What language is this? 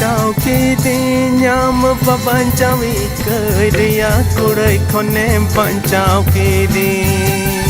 Santali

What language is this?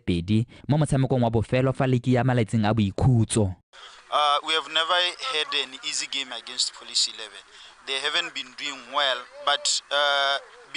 Tswana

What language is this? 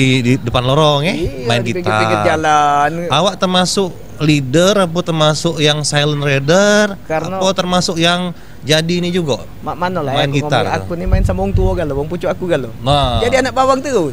Musi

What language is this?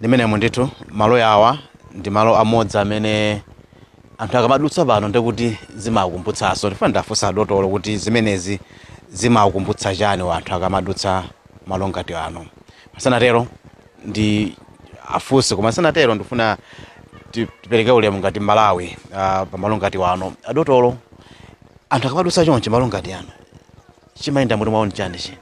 Nyanja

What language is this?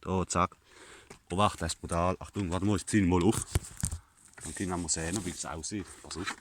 Palatine German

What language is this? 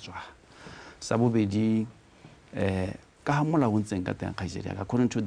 Tswana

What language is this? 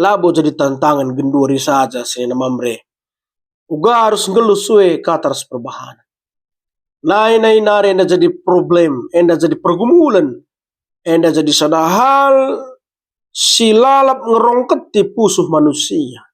Batak Karo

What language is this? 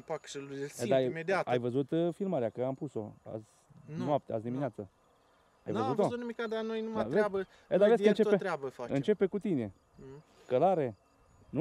Romanian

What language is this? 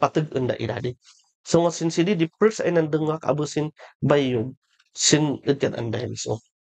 Kankanaey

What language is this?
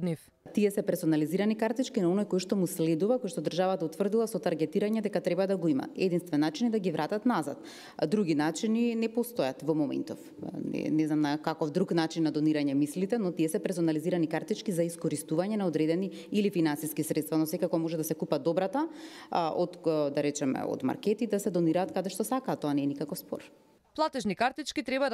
Macedonian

